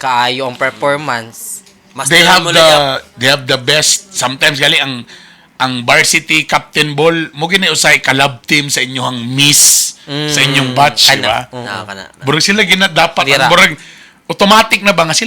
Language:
Cebuano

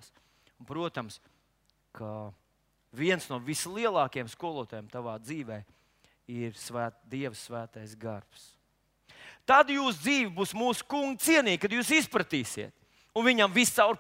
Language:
Latvian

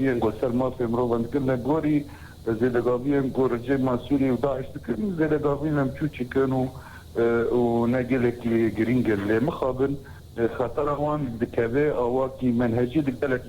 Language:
Kurdish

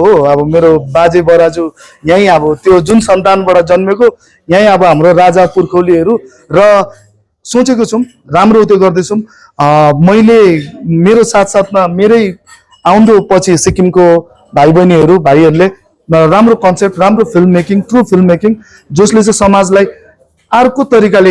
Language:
Nepali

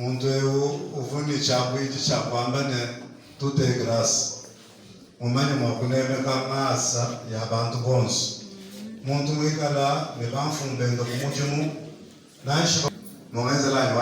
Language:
Luba-Lulua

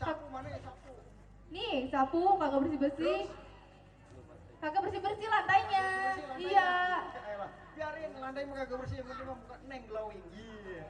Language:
Betawi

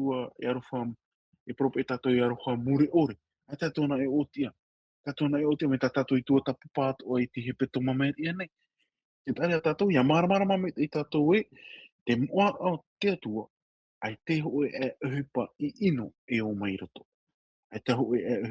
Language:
Tahitian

